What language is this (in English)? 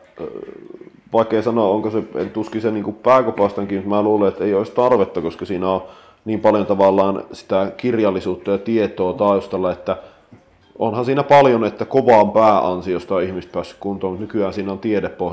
Finnish